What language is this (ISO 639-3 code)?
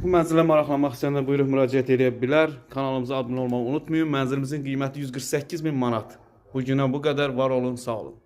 aze